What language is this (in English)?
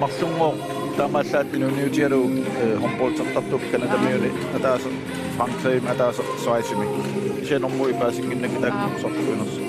Kalaallisut